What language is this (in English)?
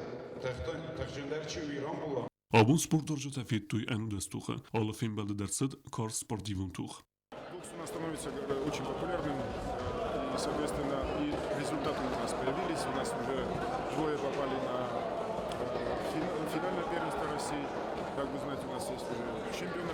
Ossetic